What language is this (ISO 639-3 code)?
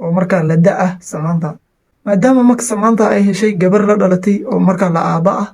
som